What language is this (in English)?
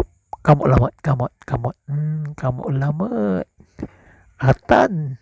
Pangasinan